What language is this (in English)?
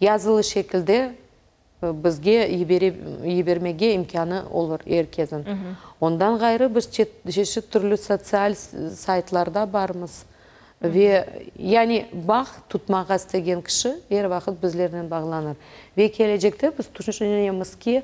Crimean Tatar